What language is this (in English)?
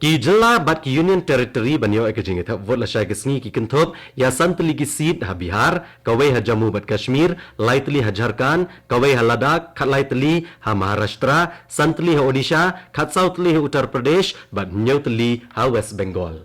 Khasi